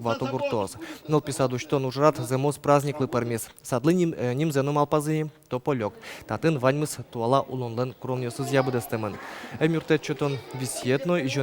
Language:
Udmurt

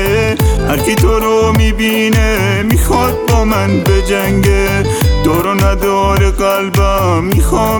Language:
Persian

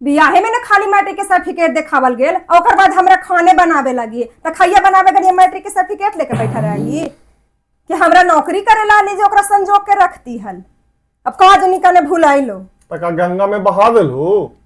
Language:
Magahi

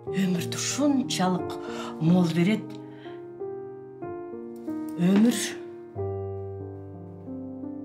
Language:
Kyrgyz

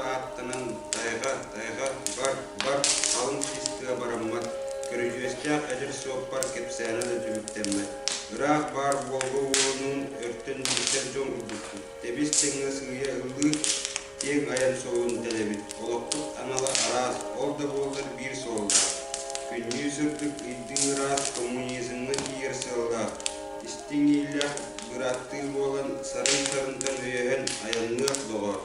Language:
Yakut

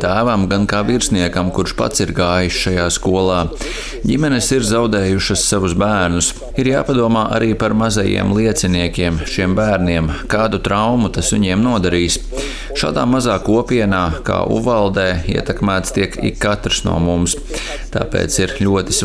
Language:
Latvian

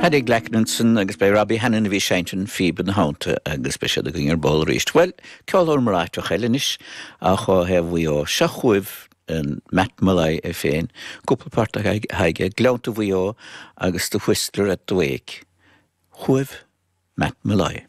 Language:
Irish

